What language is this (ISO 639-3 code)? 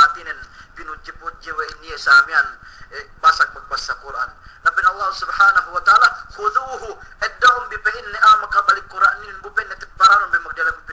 yka